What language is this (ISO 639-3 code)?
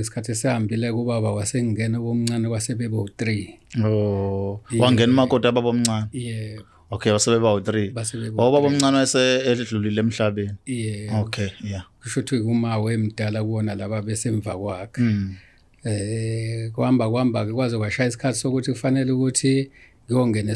zul